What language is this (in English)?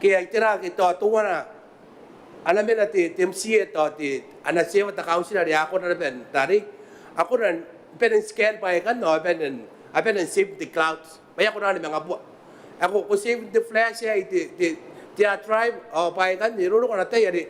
Gilbertese